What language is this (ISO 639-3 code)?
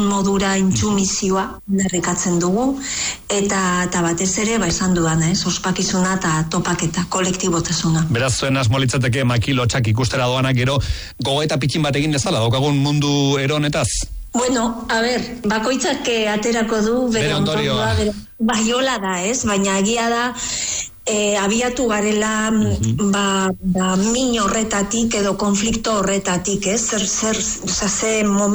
eus